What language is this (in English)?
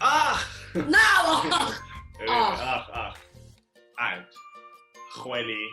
Kurdish